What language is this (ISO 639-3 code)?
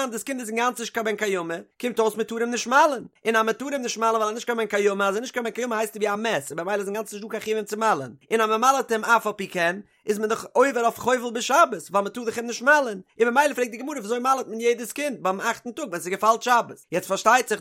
yid